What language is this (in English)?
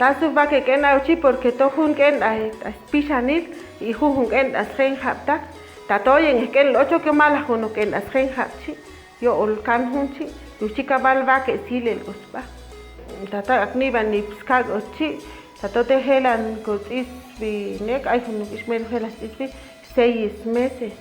Chuj